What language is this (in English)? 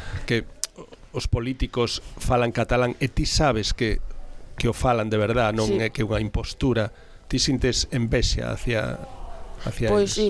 Galician